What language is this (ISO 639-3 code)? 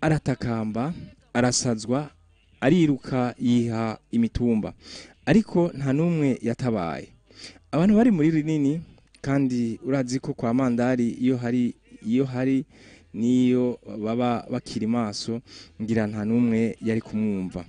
run